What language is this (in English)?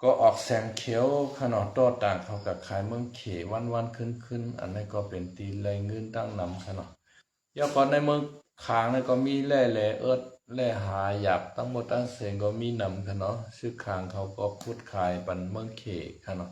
Shan